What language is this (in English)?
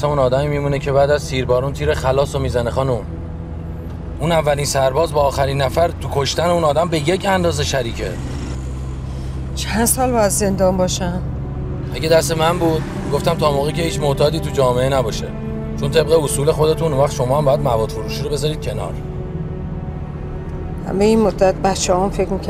Persian